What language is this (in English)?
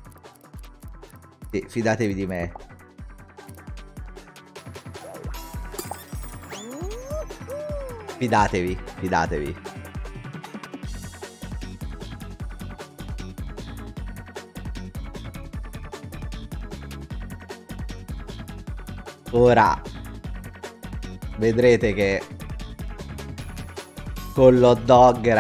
Italian